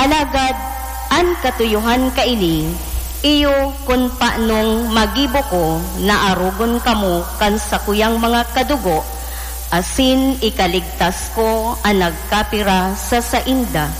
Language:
Bikol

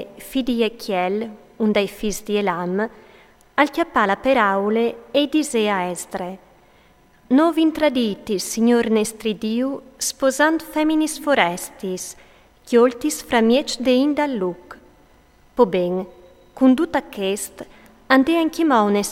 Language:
Friulian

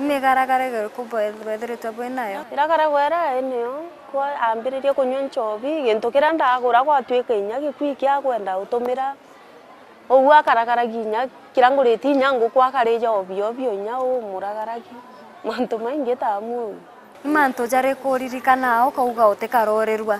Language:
Meru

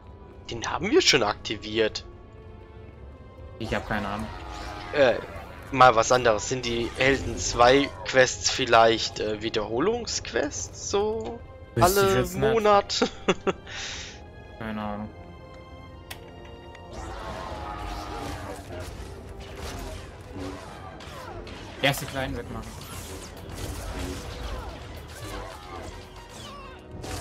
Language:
German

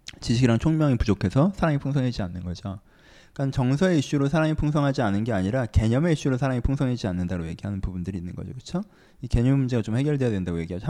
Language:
Korean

